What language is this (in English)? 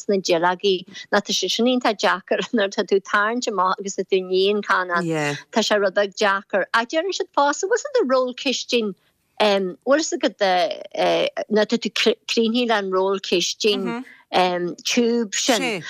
Irish